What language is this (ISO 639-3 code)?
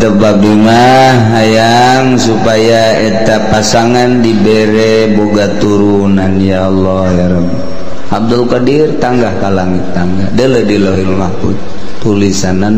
sun